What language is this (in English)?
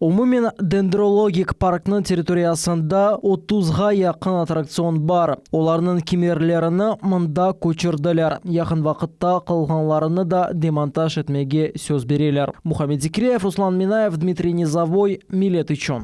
Crimean Tatar